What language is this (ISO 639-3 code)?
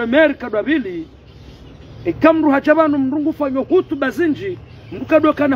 zdj